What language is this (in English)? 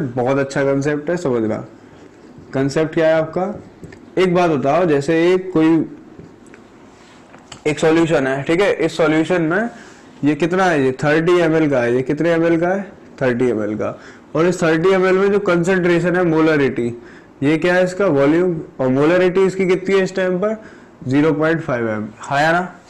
Hindi